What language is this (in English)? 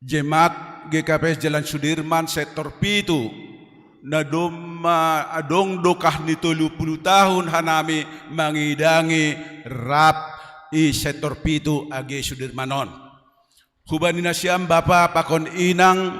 Batak Simalungun